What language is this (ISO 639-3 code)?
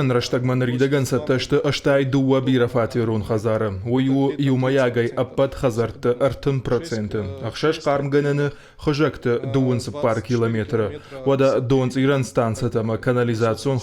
oss